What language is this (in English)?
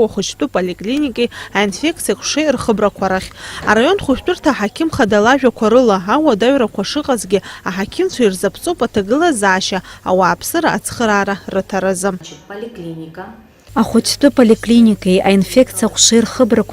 Abkhazian